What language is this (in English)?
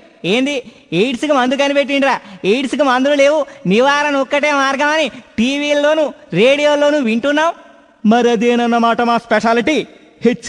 Telugu